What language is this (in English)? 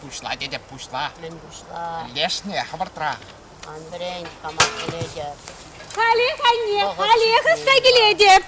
Chuvash